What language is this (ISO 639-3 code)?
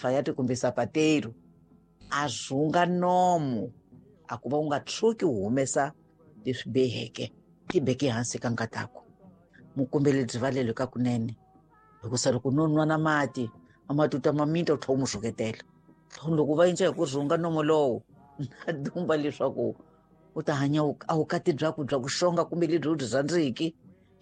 tso